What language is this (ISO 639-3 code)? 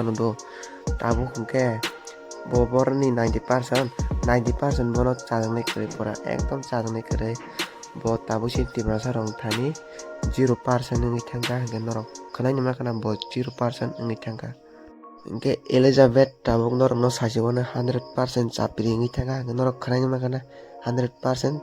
trp